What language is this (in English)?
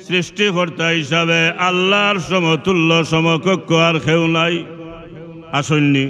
Sylheti